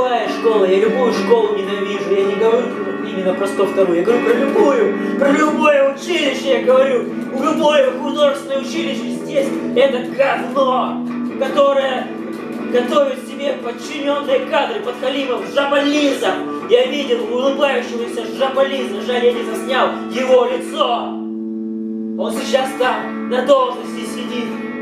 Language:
Russian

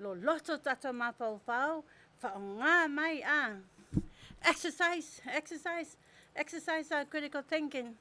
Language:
Samoan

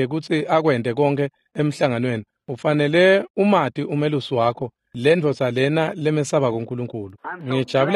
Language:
Swati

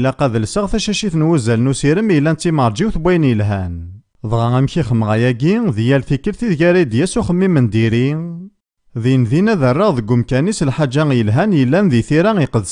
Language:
Kabyle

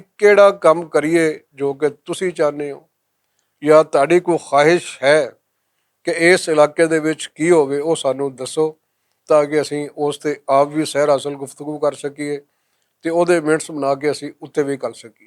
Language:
Western Panjabi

